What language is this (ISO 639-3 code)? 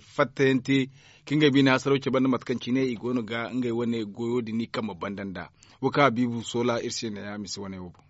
dje